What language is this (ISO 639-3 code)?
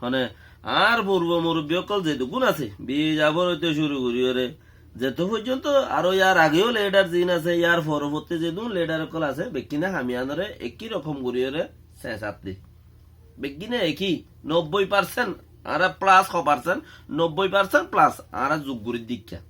rhg